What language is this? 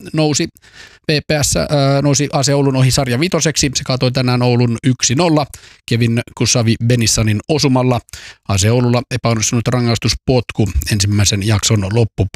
Finnish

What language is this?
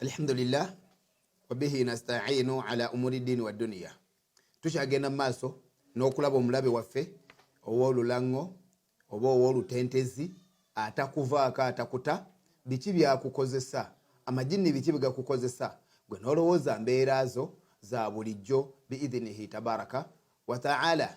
Ganda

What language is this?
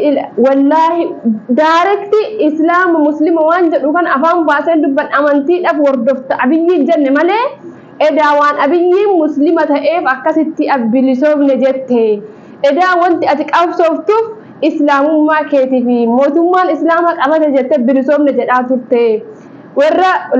Oromo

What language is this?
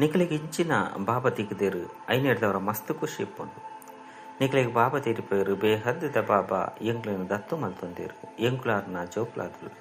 Tulu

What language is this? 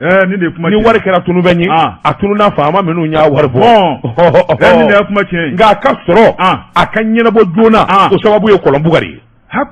Bambara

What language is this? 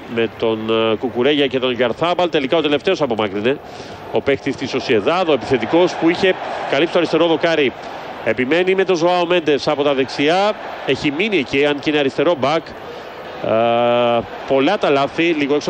Greek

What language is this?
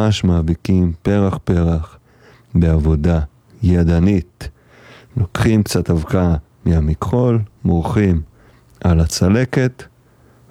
Hebrew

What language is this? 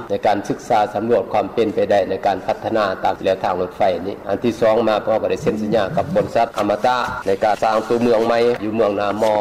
Lao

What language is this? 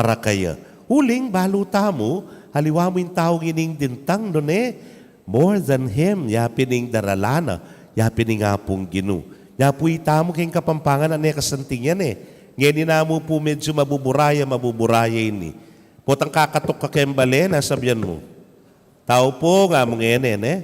Pampanga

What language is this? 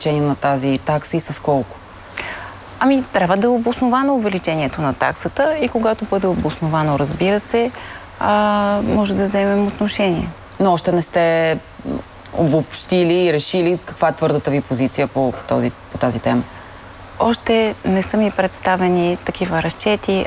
Bulgarian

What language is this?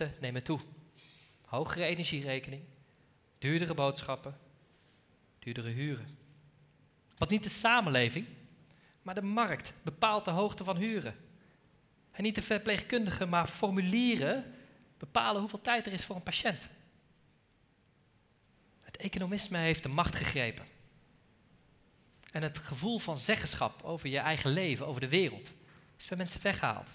Dutch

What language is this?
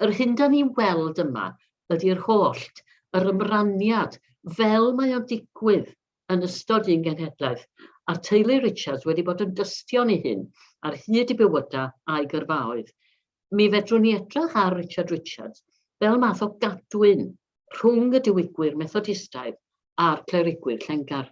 Welsh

